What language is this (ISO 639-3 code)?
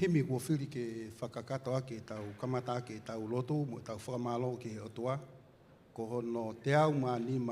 ton